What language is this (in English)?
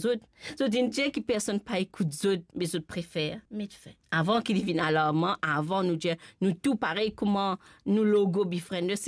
Morisyen